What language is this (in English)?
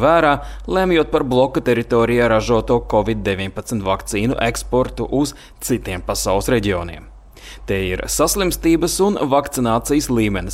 Latvian